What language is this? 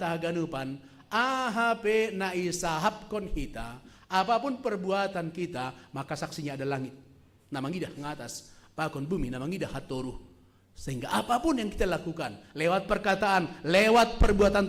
Batak Simalungun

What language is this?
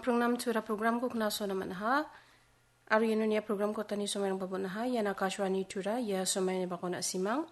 Garo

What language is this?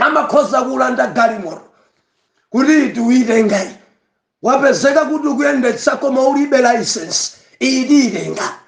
Nyanja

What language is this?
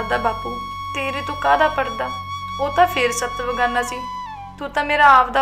Punjabi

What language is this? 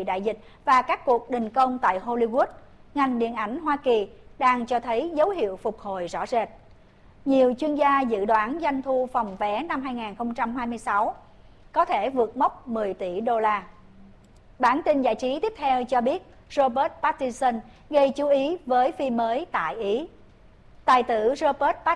Vietnamese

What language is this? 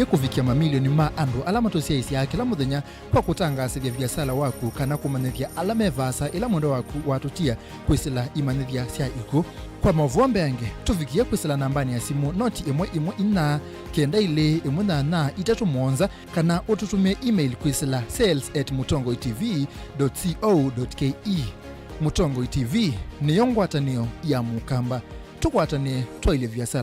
Kamba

